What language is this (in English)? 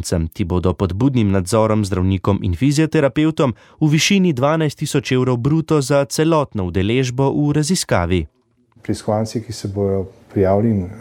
Slovenian